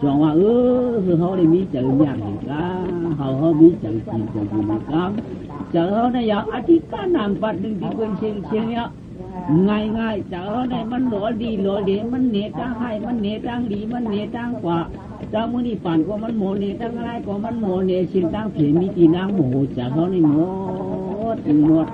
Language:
Shan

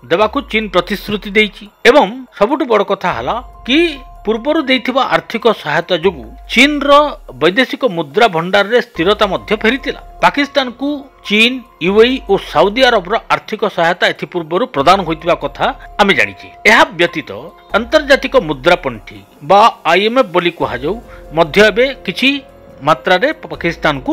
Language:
Odia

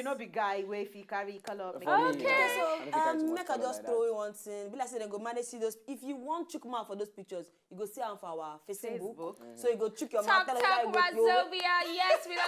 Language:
Nigerian Pidgin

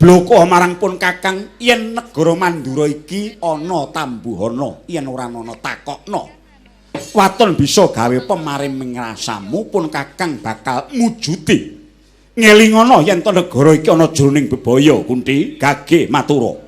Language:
Javanese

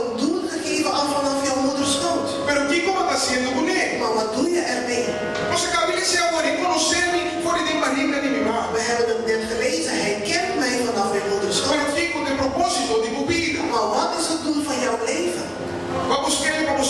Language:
Papiamento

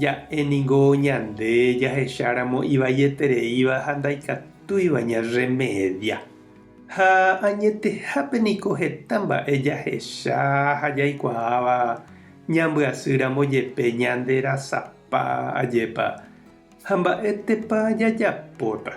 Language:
Guarani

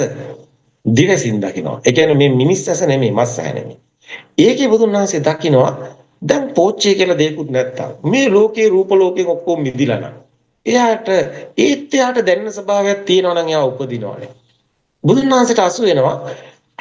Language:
Sinhala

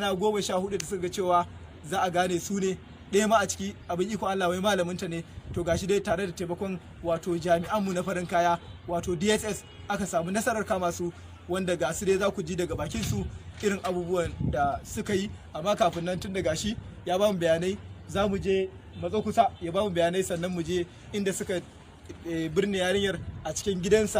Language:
Hausa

